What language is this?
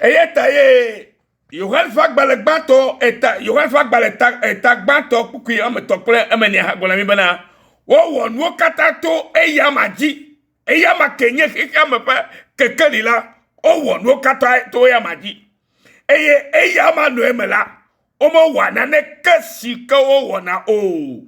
Ewe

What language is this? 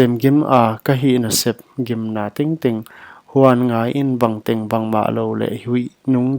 Paite Chin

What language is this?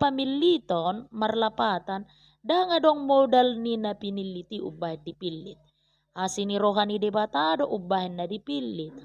Batak Toba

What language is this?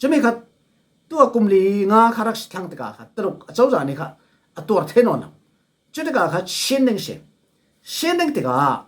Falam Chin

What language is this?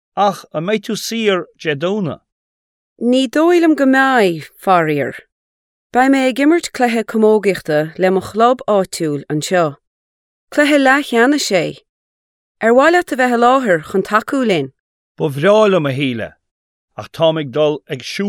Irish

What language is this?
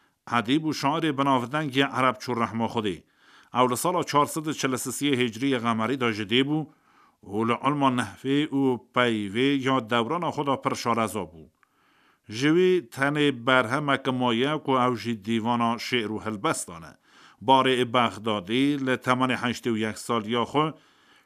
Kurdish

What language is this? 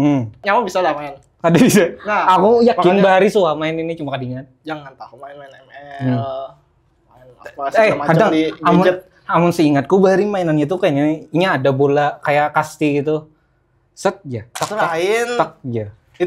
Banjar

